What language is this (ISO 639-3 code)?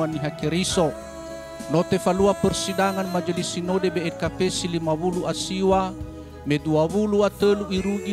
nia